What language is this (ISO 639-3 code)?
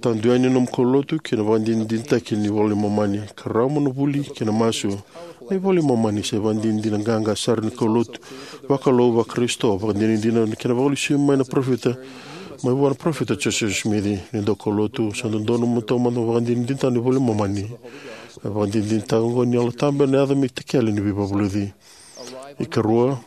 fij